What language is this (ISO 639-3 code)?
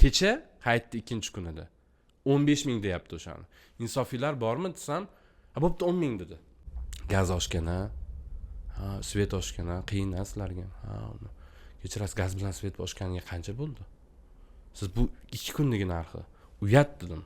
uzb